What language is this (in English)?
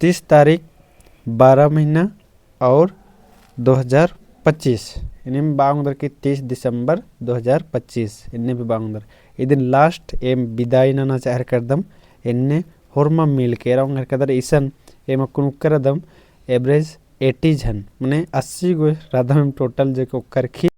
Kurukh